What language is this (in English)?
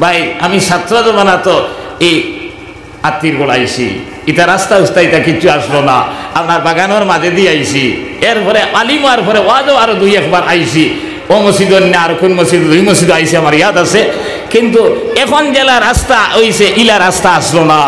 Sylheti